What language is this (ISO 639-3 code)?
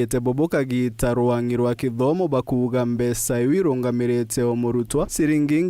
mer